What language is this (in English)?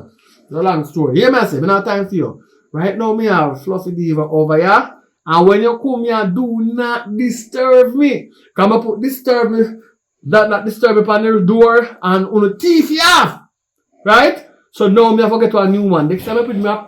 Jamaican Creole English